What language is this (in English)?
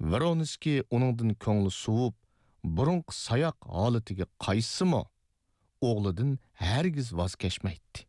Uyghur